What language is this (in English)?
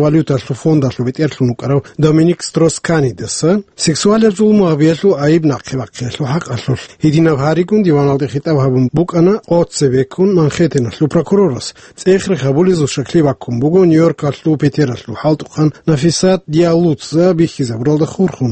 Avaric